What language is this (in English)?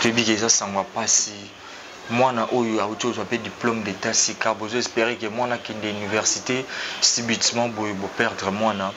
Lingala